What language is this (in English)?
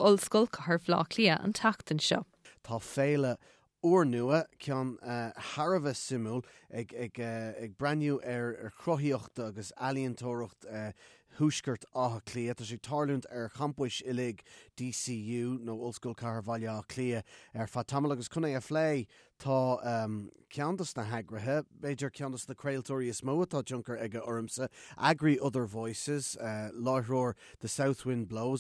Irish